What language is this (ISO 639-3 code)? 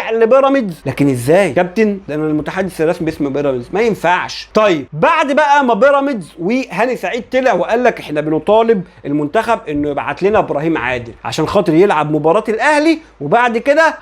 arz